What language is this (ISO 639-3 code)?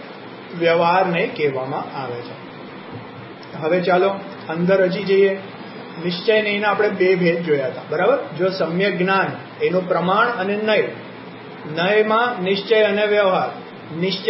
guj